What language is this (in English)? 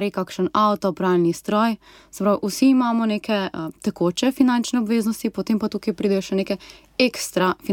Slovenian